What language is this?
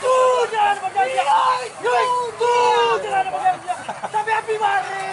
Minangkabau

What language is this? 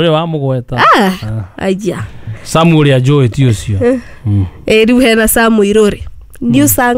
Kikuyu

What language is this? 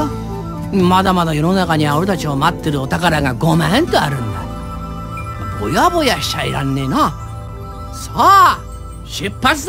Japanese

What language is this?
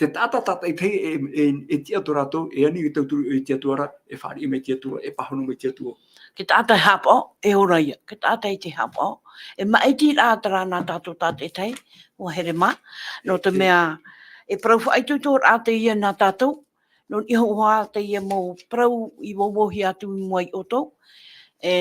Tahitian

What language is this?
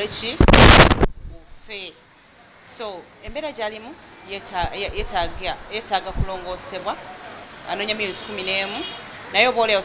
Ganda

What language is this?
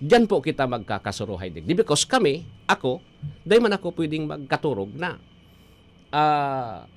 Bikol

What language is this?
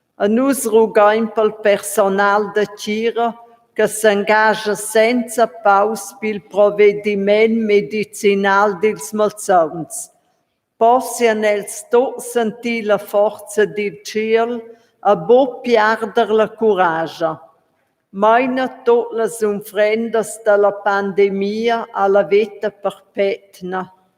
Romansh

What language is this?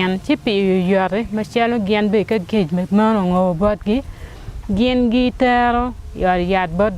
Acoli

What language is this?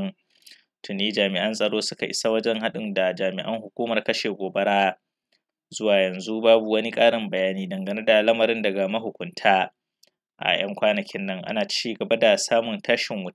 Hausa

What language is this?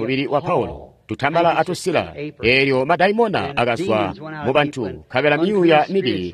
Tonga (Zambia)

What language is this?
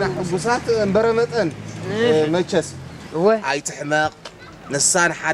Tigrinya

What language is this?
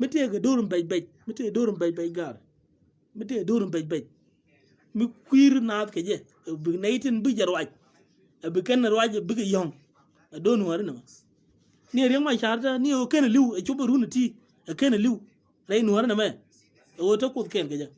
Nuer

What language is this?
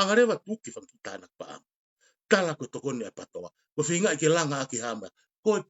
Tongan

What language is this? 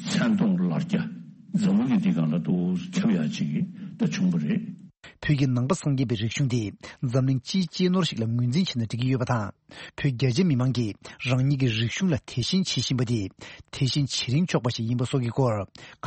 Tibetan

